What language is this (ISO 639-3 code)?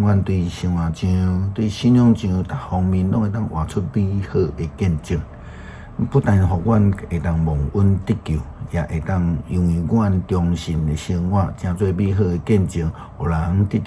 nan